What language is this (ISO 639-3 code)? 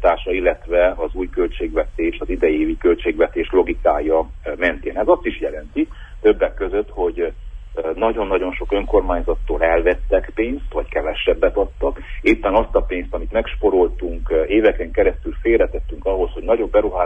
hun